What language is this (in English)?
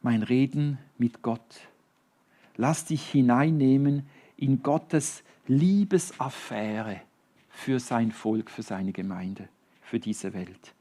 Swiss German